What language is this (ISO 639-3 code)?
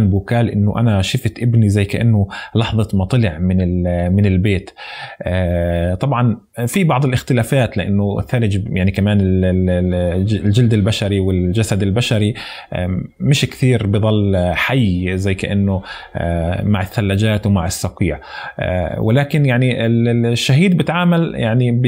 apc